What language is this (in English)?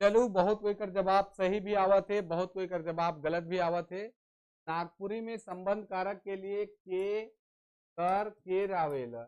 Sadri